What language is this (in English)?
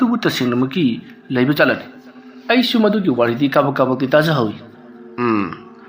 Manipuri